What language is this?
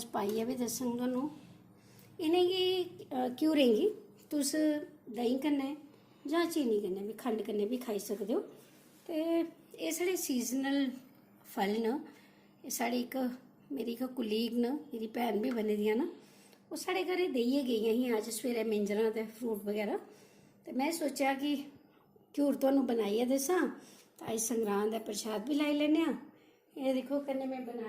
Dogri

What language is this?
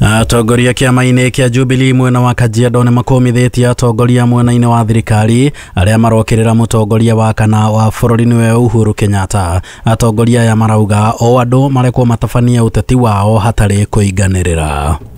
Kikuyu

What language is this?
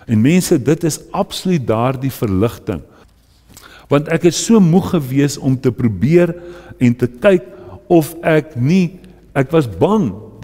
Afrikaans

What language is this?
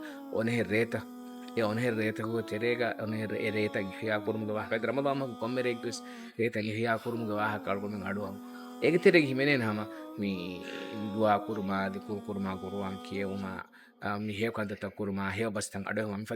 Divehi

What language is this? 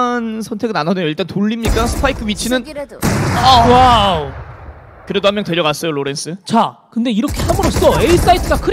Korean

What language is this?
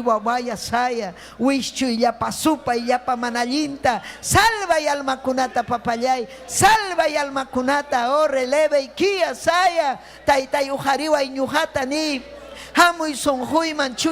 Ayacucho Quechua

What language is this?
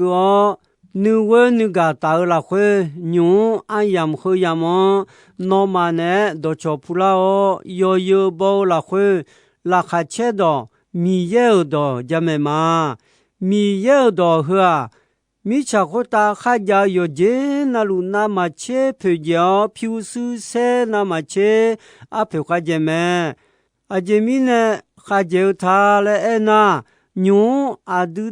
Akha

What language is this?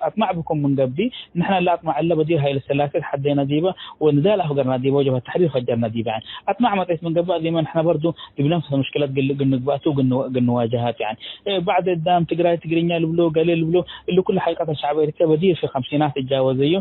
Tigre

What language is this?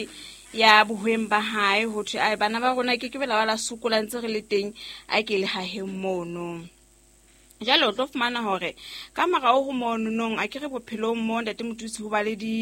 Southern Sotho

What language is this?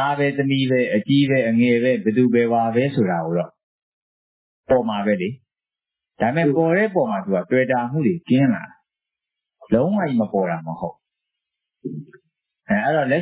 Burmese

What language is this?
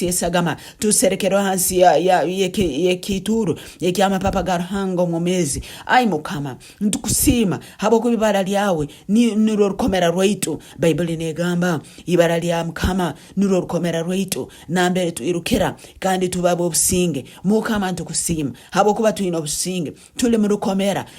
Nyoro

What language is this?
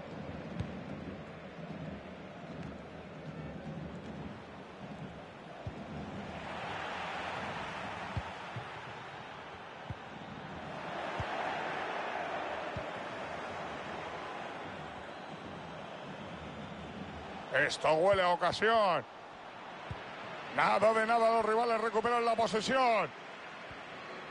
Spanish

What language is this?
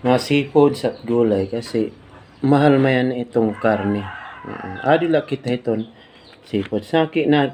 Waray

